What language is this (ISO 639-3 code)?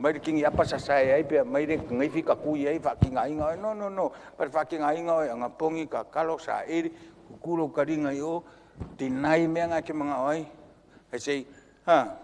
smo